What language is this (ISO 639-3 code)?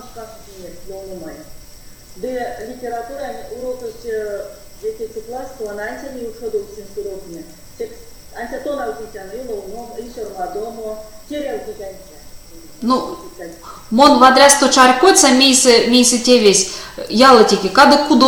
myv